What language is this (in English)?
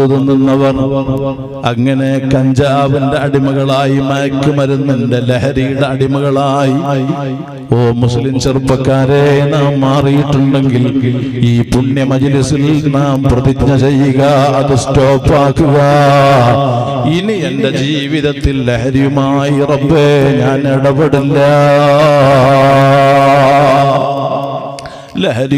Malayalam